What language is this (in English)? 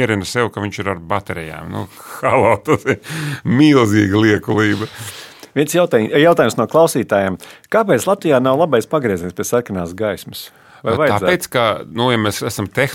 Latvian